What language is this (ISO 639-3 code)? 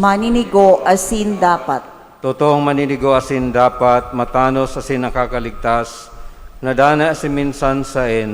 bik